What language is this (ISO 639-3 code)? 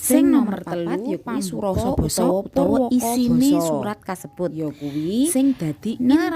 jav